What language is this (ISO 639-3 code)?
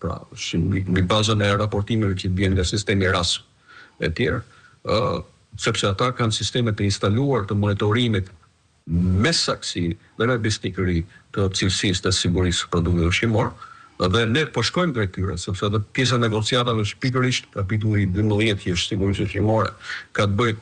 sqi